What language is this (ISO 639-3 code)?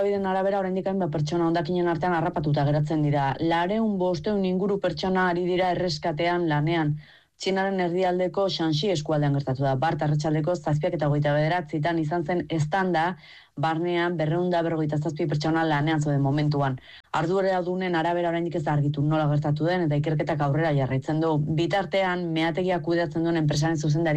eus